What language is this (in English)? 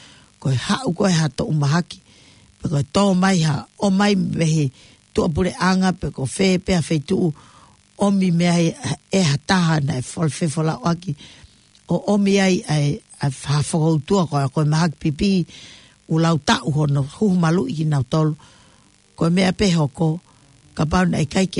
Tongan